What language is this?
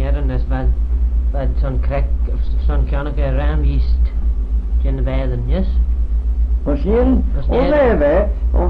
Manx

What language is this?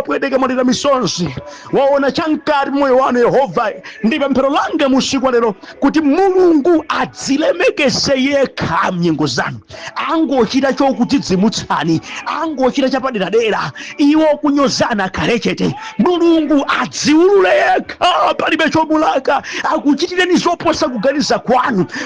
Nyanja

